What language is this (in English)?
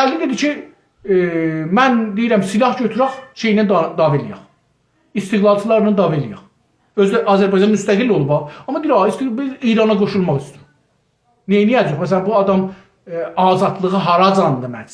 South Azerbaijani